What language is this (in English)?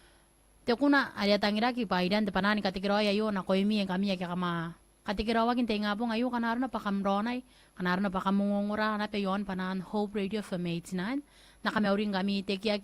Gilbertese